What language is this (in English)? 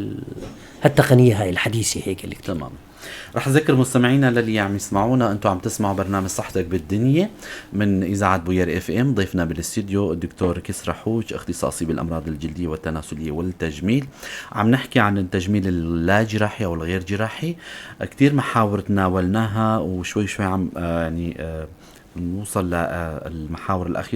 North Levantine Arabic